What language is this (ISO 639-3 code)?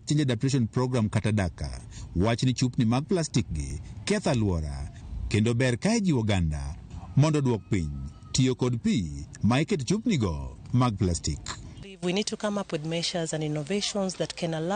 luo